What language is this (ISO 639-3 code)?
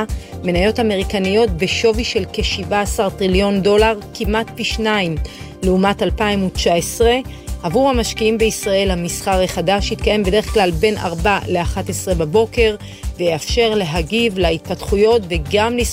heb